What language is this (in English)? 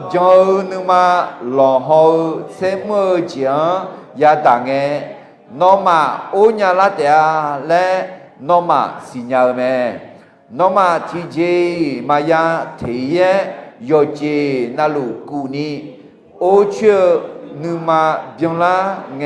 Akha